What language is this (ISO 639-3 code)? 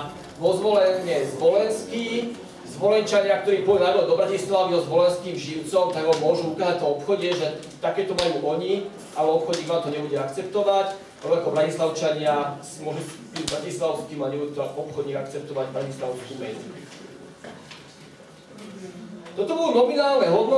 slk